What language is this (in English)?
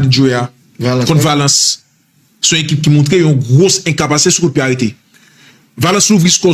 Haitian Creole